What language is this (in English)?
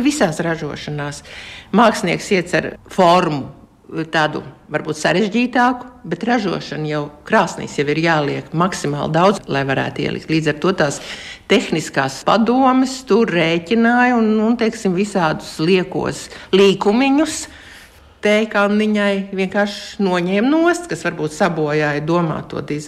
Latvian